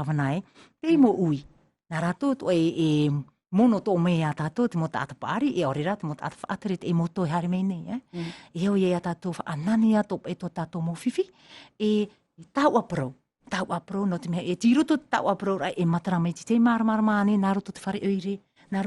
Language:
Tahitian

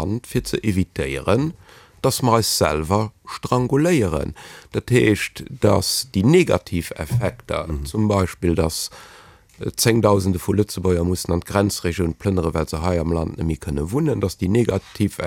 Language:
Luxembourgish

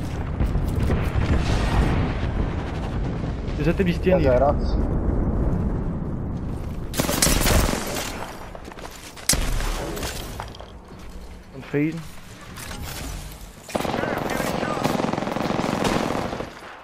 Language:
Dutch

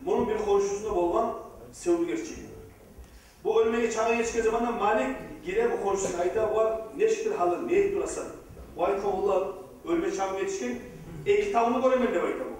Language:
Kumyk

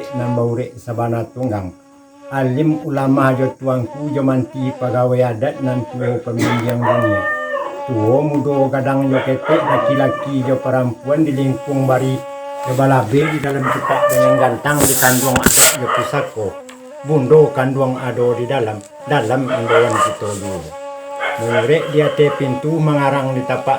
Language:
Minangkabau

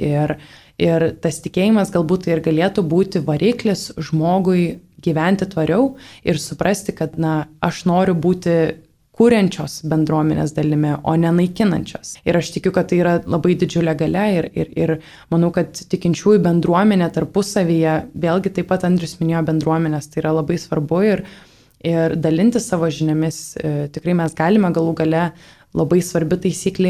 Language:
Lithuanian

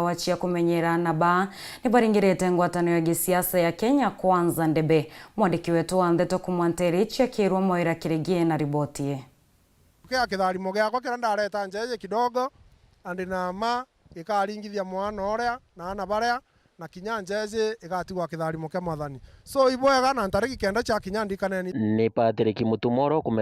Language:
Meru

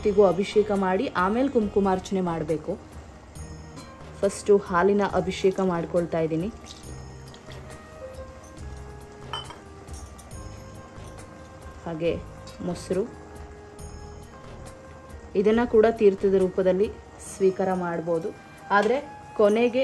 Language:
Kannada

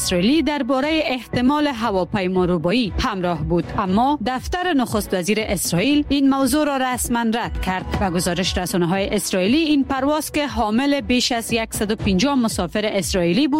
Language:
Persian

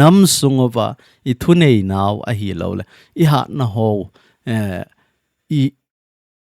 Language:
Thado Chin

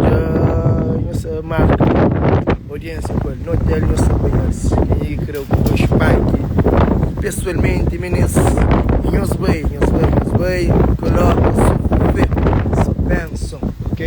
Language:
Kabuverdianu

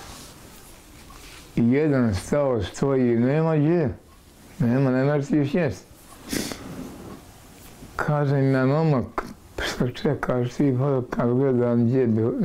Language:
Bosnian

